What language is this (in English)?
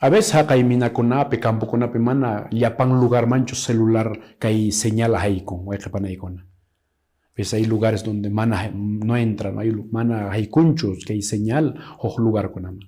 Quechua